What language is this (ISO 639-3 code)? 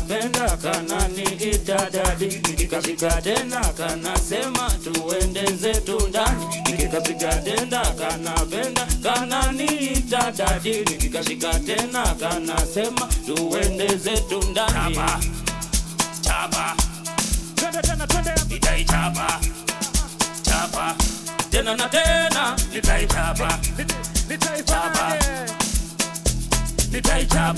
swa